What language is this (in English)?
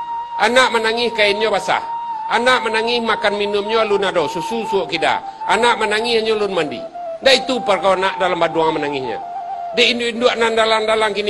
Minangkabau